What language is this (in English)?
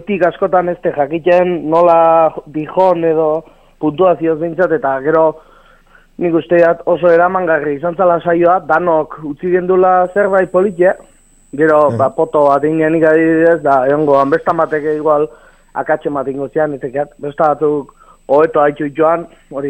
Basque